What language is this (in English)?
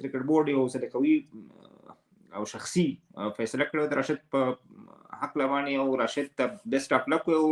Pashto